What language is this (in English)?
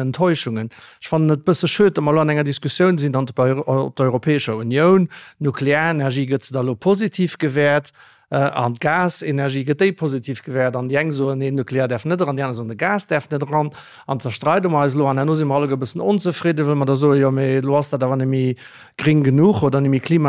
Luxembourgish